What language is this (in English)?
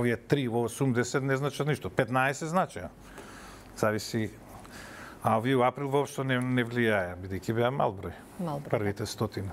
Macedonian